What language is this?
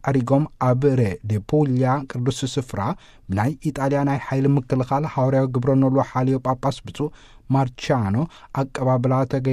Tigrinya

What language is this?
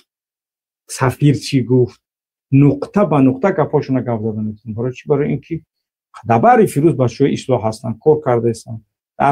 Tajik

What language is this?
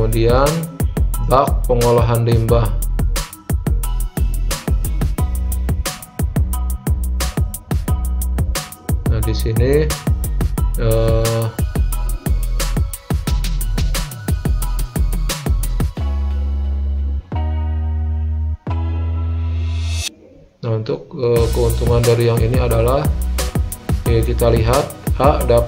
Indonesian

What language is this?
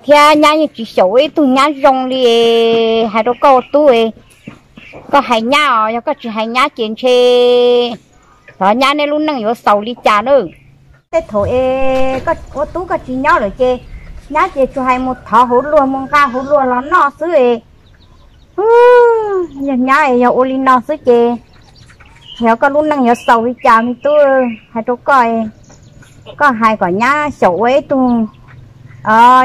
Vietnamese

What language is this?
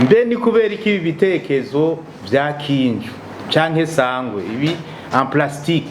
Rundi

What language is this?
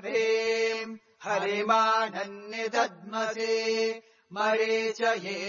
Sanskrit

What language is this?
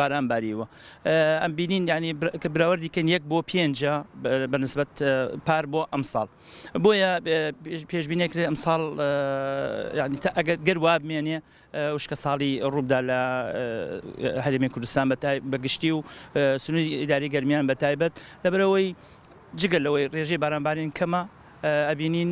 Central Kurdish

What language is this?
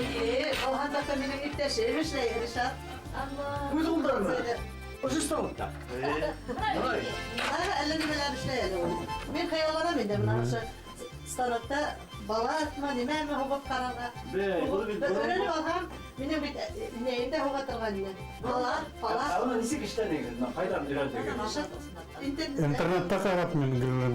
Bashkir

